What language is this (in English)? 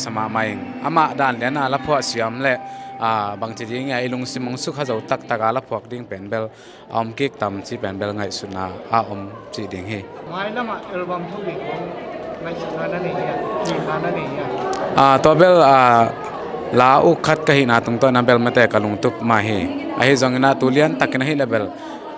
Tedim Chin